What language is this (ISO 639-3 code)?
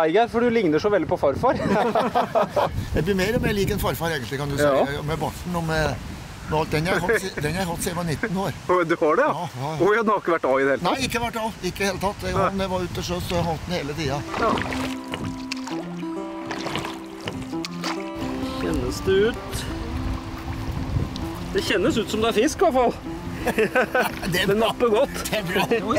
nor